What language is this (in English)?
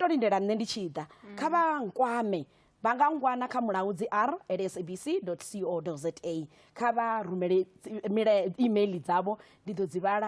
Venda